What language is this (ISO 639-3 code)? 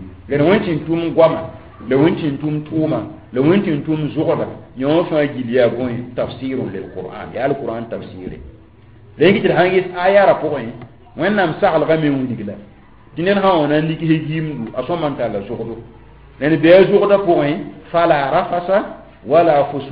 mos